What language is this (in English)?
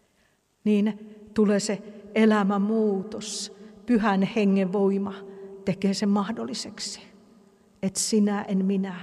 Finnish